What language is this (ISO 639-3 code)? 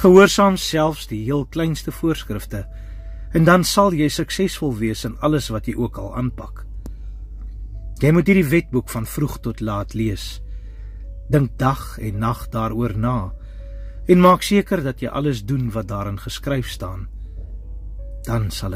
afr